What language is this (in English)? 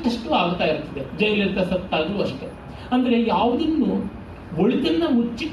Kannada